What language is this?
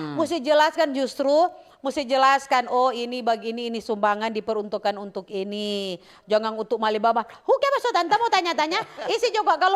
Manado Malay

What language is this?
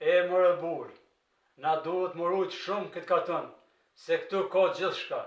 Albanian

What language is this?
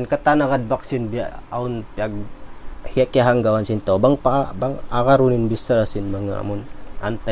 Tausug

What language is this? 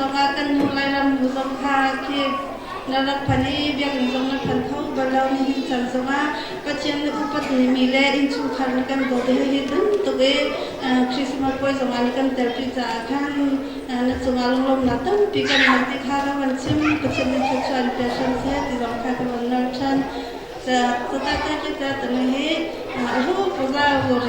Hakha Chin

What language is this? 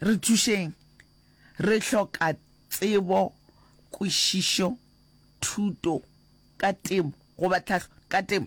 Northern Sotho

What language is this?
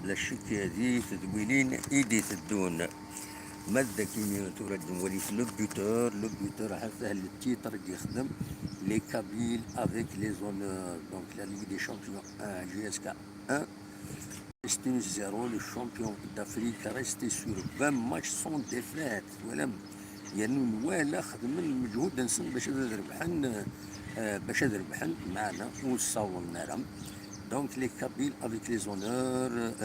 Kabyle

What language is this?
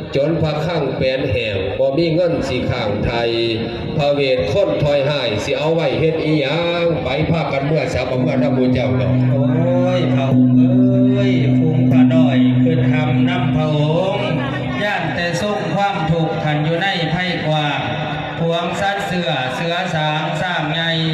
Northeastern Thai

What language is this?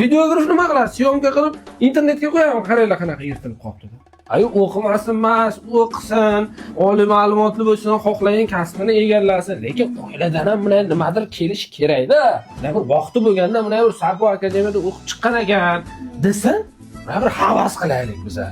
Uzbek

